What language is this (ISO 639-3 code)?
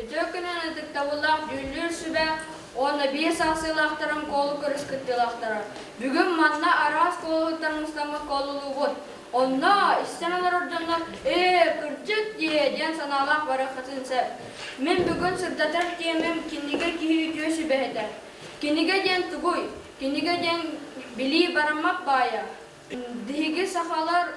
sah